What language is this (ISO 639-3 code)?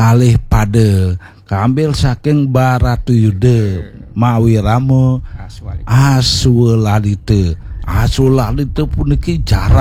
ban